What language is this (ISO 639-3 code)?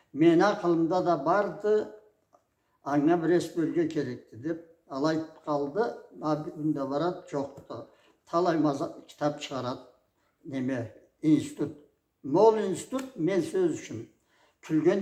krc